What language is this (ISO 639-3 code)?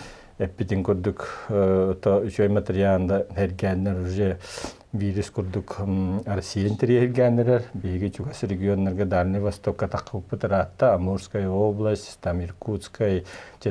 sah